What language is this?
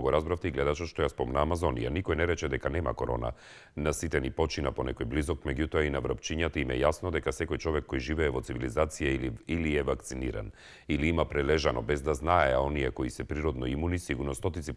Macedonian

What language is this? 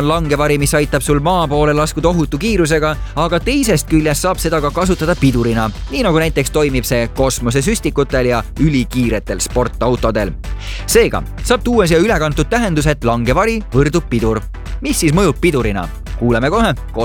Estonian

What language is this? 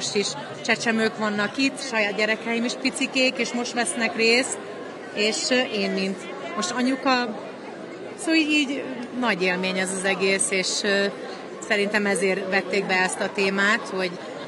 Hungarian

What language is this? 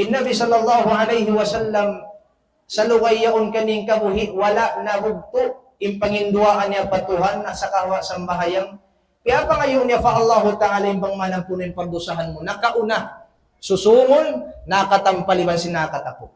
Tausug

